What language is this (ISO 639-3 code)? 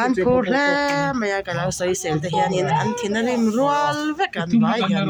lus